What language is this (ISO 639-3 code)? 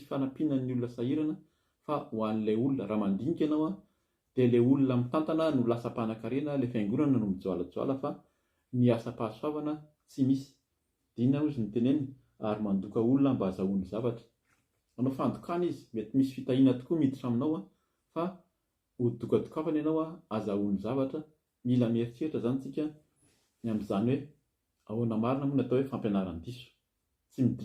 mlg